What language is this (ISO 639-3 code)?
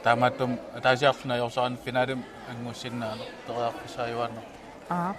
kal